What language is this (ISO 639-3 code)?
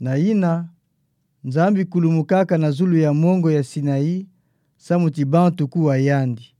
ktu